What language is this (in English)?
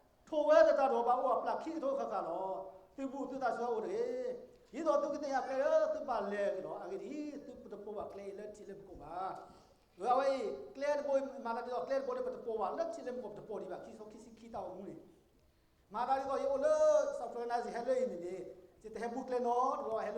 S'gaw Karen